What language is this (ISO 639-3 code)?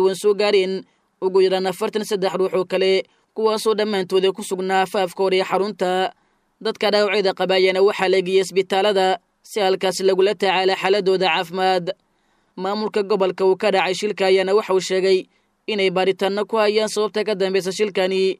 som